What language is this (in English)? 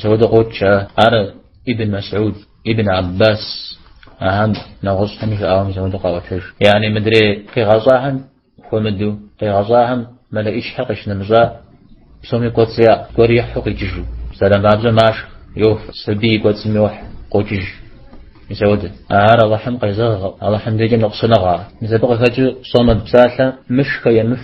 Kabardian